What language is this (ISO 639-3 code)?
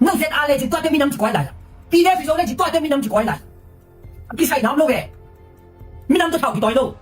ctd